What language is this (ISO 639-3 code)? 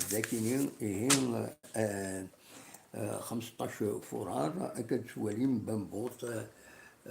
kab